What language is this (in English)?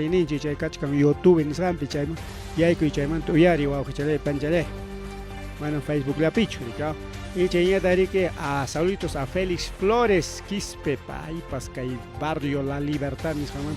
Ayacucho Quechua